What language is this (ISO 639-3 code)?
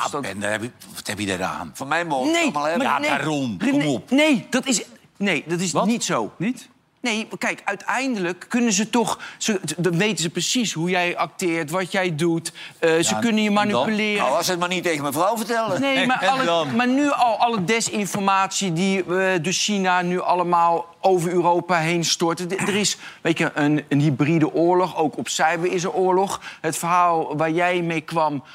nld